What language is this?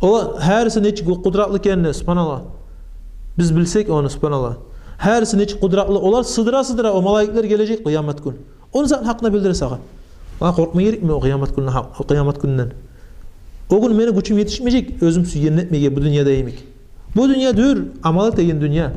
Kumyk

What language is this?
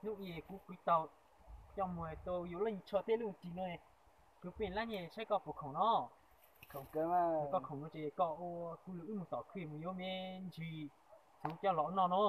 Hmong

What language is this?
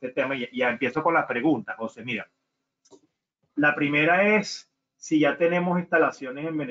Spanish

